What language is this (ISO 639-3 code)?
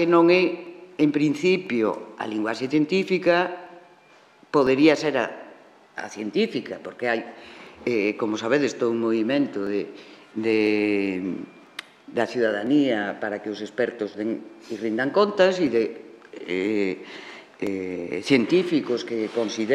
glg